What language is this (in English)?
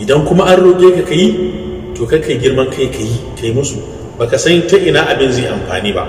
Hausa